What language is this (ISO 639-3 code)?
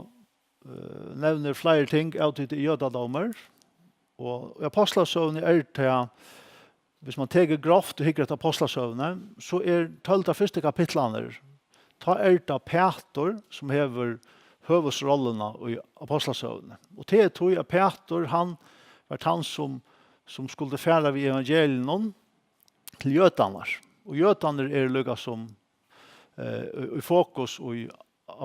fao